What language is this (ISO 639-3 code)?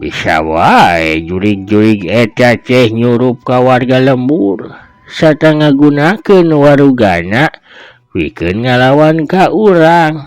sun